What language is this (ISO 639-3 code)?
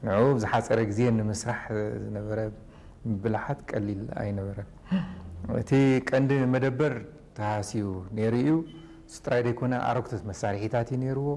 tir